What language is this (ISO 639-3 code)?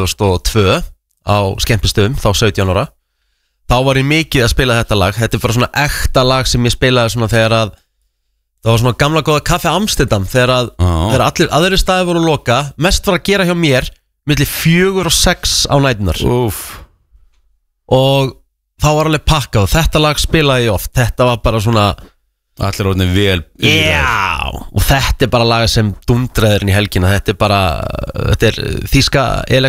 isl